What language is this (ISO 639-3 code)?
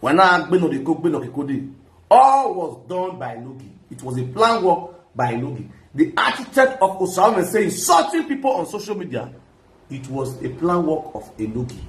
pcm